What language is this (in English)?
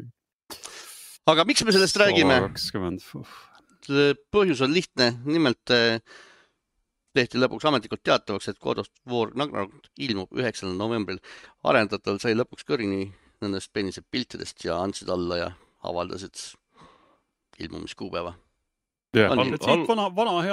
Estonian